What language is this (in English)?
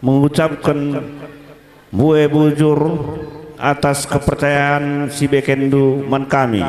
Batak Karo